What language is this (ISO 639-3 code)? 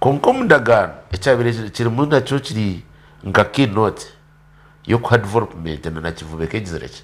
nyn